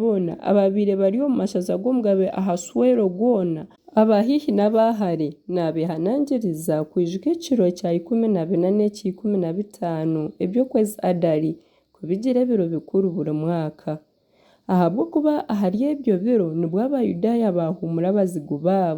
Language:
Nyankole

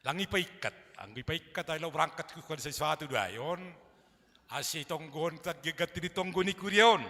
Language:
Batak Simalungun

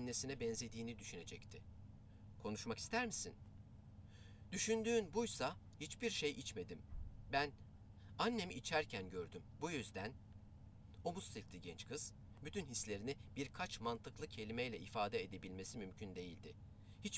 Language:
Turkish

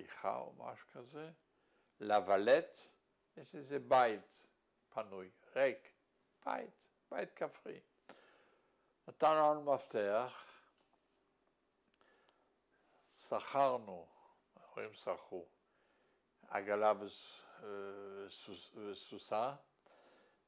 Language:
Hebrew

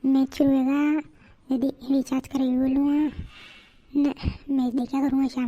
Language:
Rajasthani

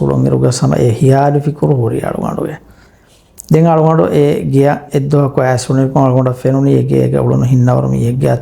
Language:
Divehi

